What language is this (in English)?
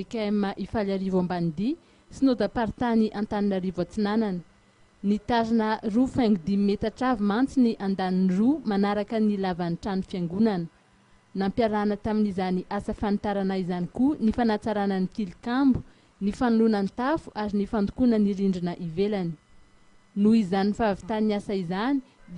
Malagasy